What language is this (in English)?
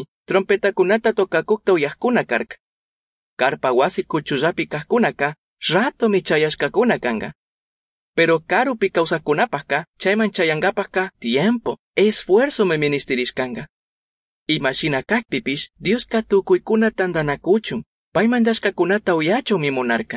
Chimborazo Highland Quichua